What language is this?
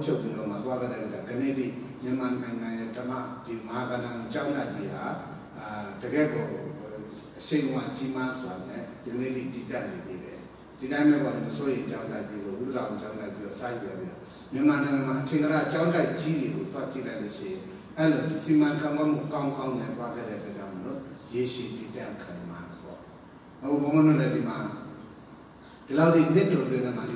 Burmese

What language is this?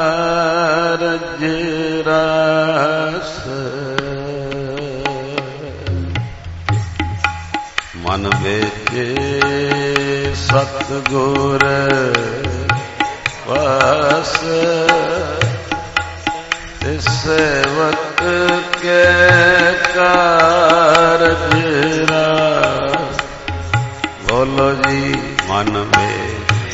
Punjabi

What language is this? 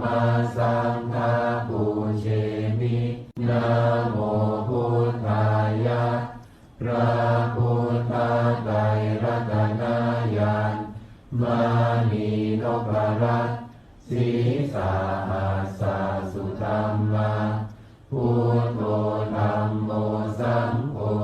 Pali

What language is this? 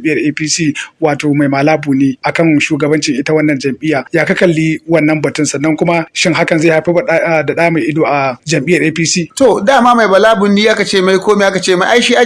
Hausa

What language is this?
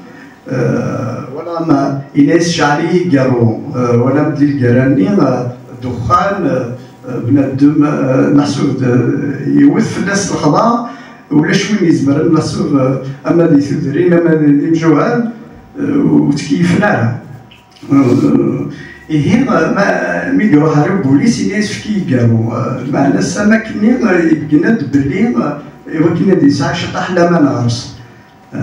Kabyle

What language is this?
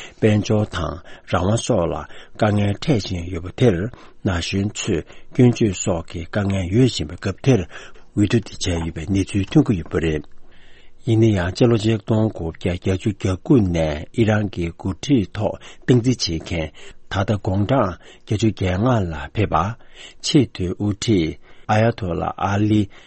Tibetan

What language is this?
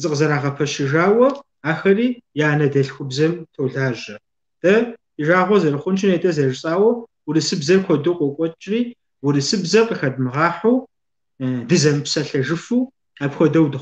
Kabardian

